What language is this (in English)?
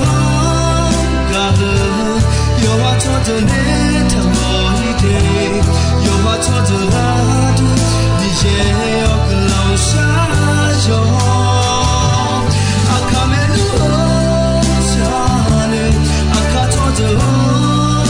Akha